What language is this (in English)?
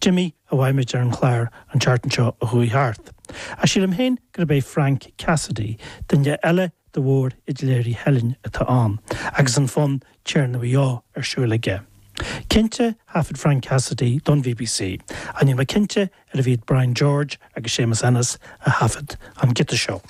Irish